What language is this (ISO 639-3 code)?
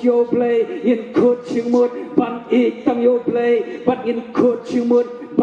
kha